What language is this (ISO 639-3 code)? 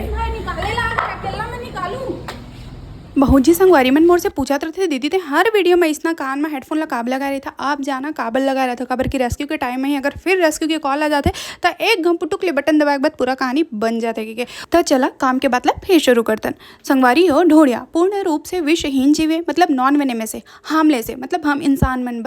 hne